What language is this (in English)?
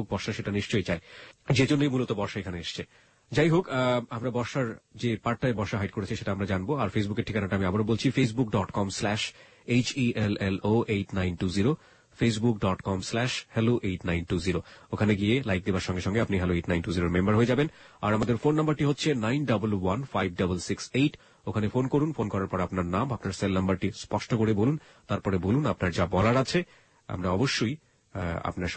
Bangla